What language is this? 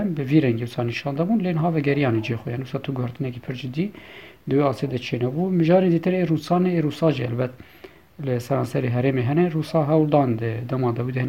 Kurdish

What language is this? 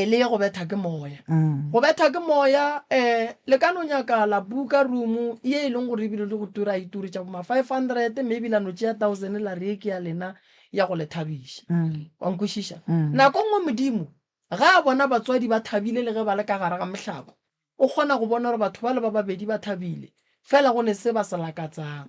Northern Sotho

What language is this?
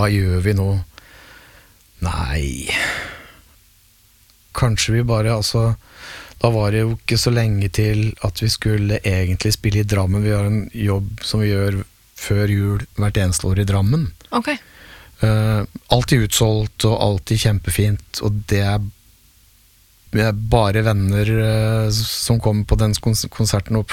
Norwegian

